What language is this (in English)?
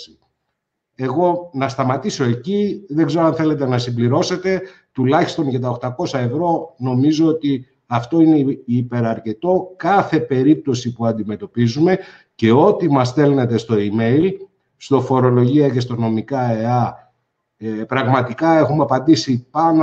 Greek